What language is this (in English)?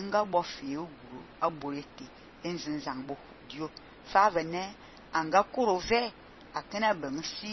Fang